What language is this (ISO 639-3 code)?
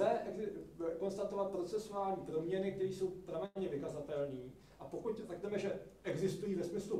ces